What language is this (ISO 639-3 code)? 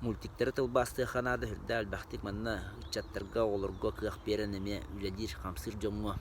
sah